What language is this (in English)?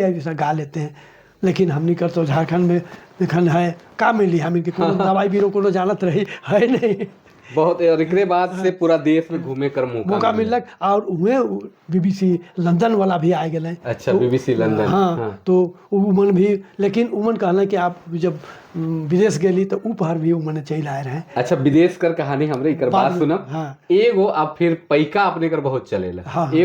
Sadri